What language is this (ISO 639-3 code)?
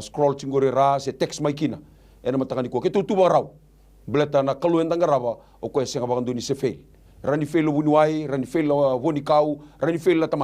fij